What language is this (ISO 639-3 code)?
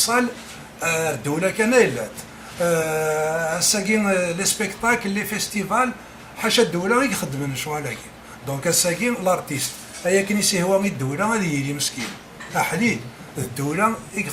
kab